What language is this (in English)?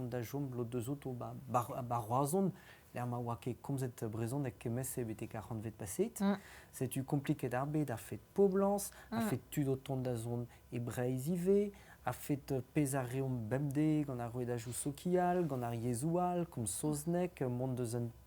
Breton